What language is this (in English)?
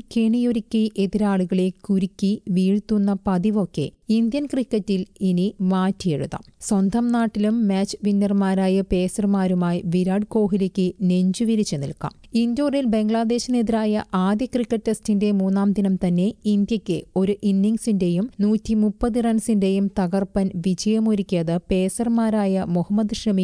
Malayalam